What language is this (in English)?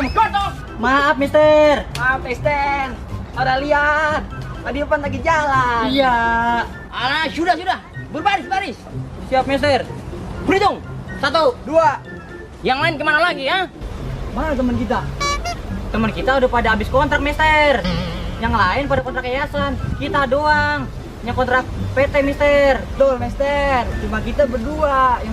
Betawi